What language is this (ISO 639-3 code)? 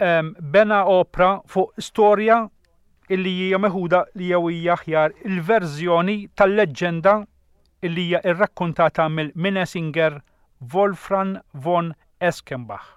mlt